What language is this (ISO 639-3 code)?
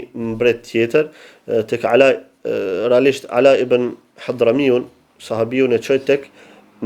sqi